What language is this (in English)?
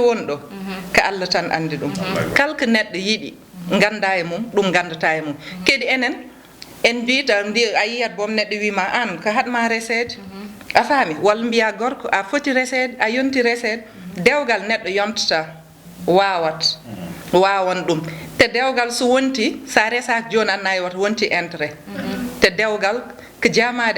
Fula